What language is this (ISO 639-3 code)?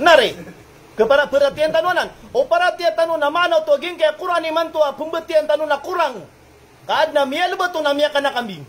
mrw